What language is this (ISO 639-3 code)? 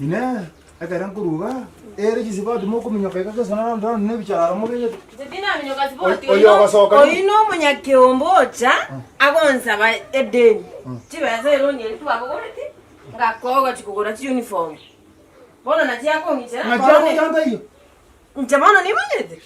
guz